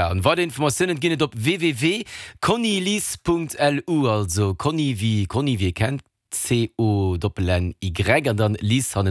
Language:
Luxembourgish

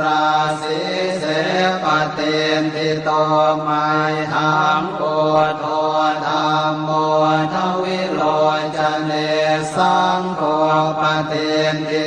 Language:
Pali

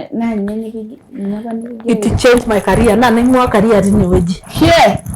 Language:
Masai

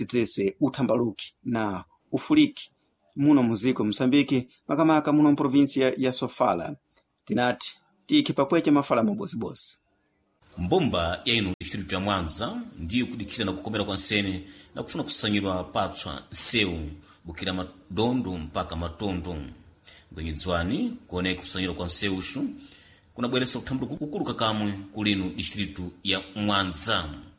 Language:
Sena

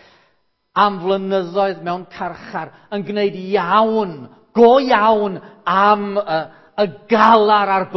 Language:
Welsh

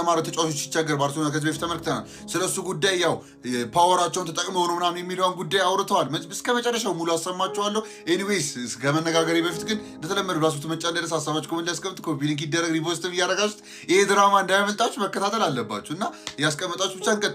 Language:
Amharic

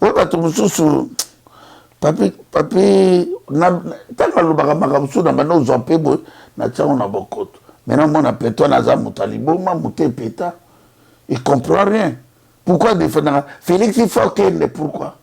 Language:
Lingala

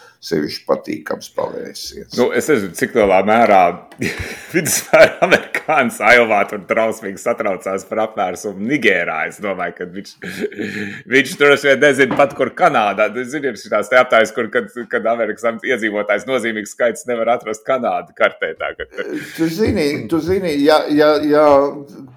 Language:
Latvian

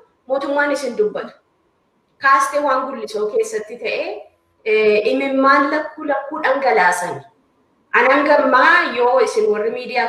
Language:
Oromo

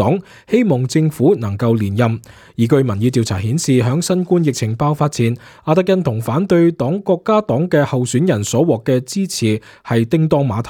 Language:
Cantonese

